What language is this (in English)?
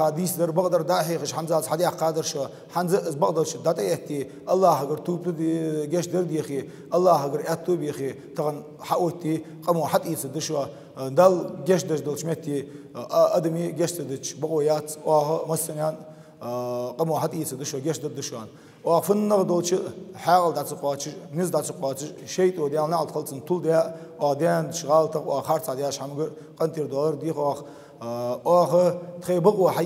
Ingush